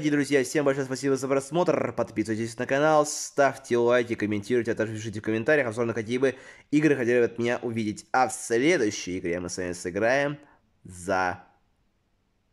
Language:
Russian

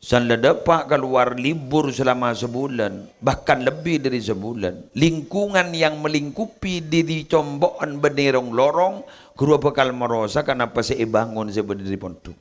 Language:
Madurese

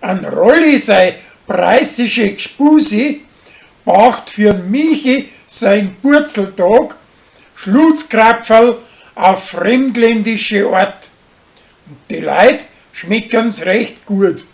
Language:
Bavarian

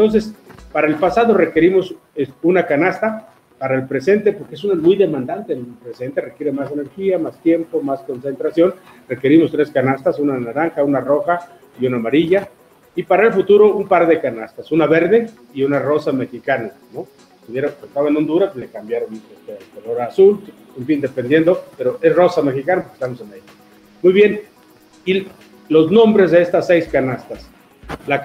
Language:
Spanish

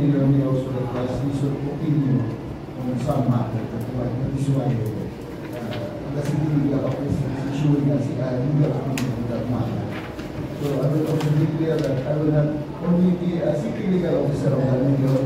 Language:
Hiligaynon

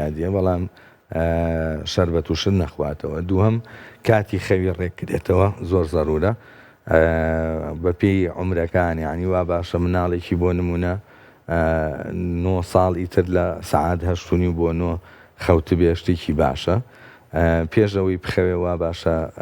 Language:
Central Kurdish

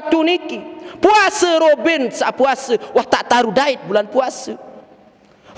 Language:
Sasak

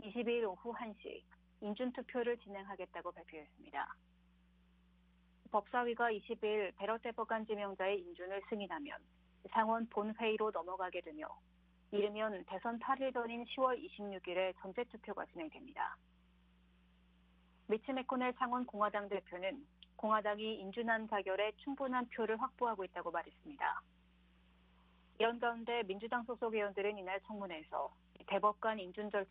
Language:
Korean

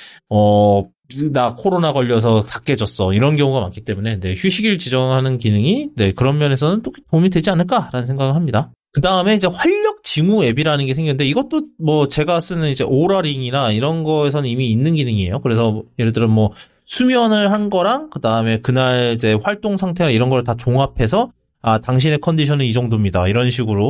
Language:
Korean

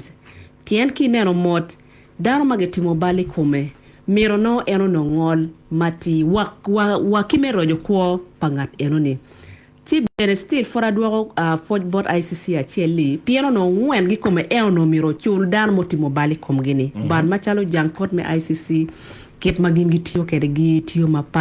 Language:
Acoli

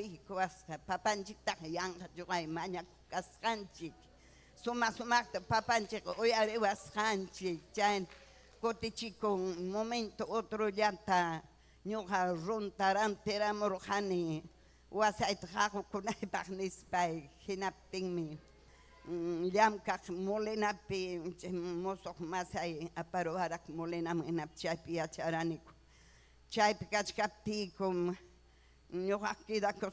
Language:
Ayacucho Quechua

